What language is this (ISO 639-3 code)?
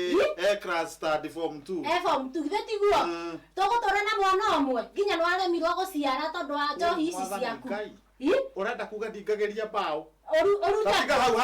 kik